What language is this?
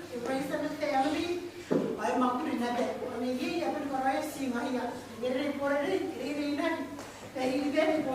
Gilbertese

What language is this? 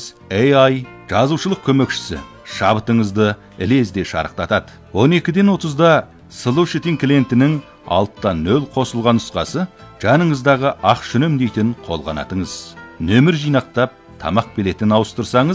Kazakh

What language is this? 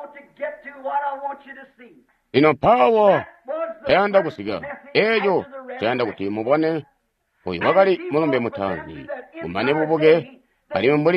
Tonga (Zambia)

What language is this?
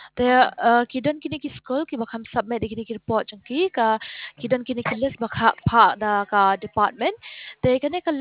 Khasi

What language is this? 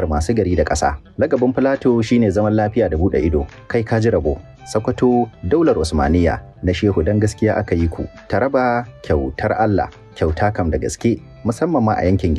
Hausa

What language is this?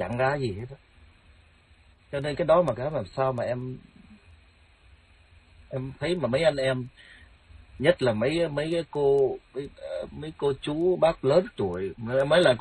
Vietnamese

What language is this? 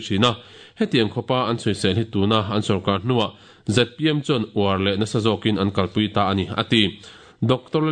Mizo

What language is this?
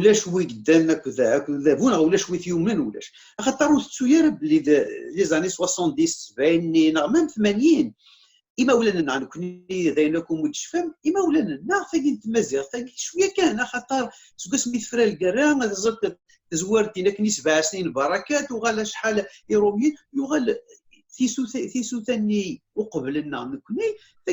Kabyle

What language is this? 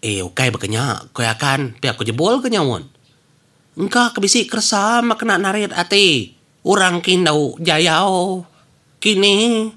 Iban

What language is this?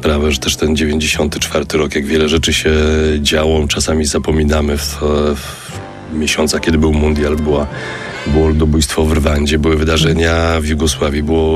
Polish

